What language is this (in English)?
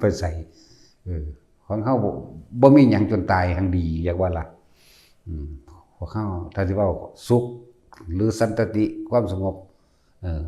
Northeastern Thai